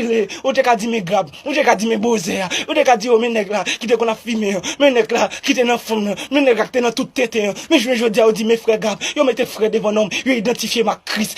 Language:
Haitian Creole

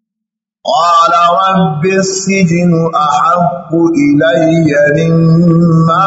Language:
Arabic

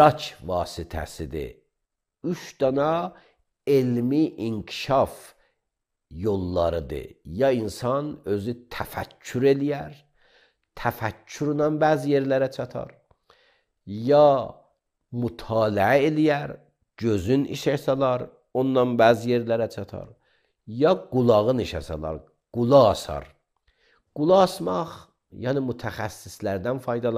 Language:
Azerbaijani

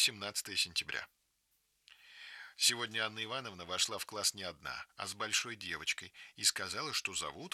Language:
Russian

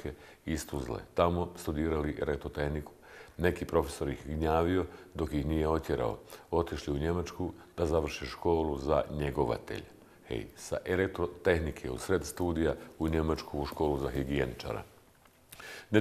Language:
Bosnian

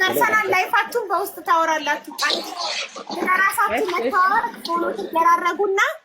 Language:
Amharic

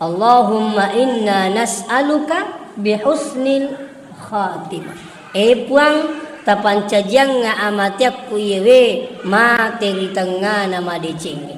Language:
Buginese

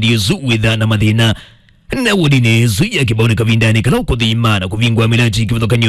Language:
Kamba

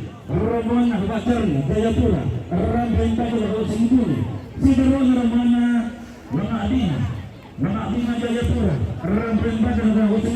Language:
Toraja-Sa'dan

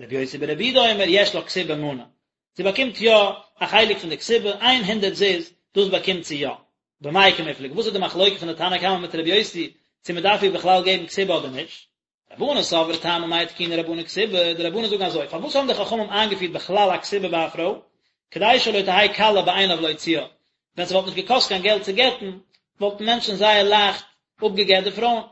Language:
Yiddish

